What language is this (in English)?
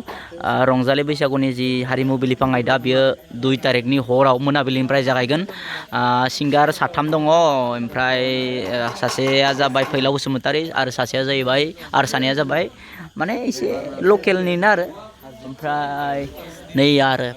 Bodo